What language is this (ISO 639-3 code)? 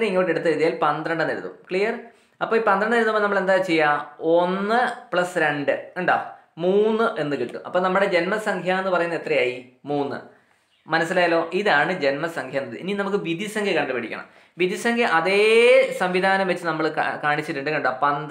mal